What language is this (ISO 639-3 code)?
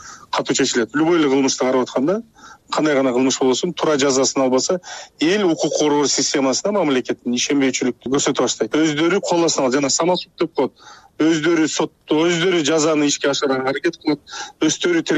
kir